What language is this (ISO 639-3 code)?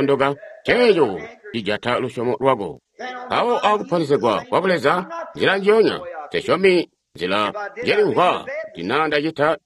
toi